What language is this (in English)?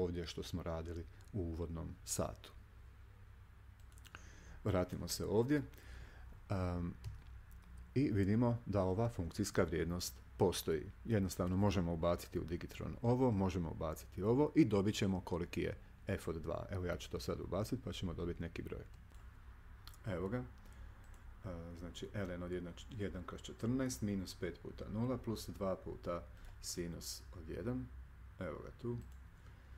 Croatian